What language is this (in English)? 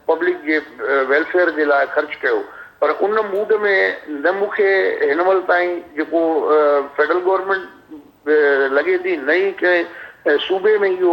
Sindhi